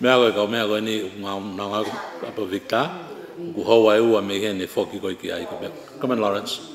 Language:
Tongan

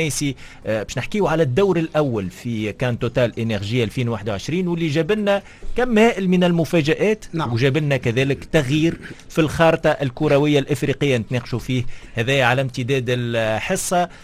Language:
Tunisian Arabic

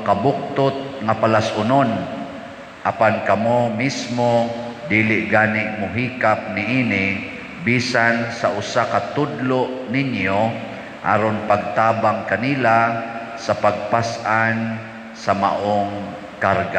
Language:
Cebuano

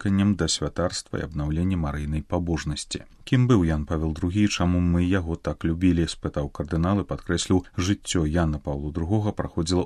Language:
Belarusian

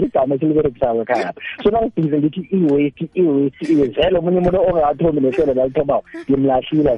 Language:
South Ndebele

